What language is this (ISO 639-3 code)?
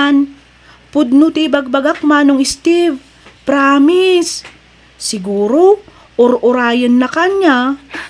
ilo